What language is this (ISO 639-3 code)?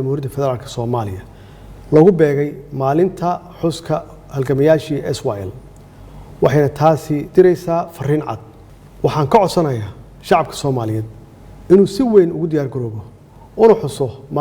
som